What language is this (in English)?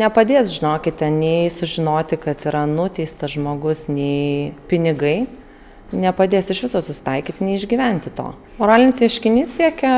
Lithuanian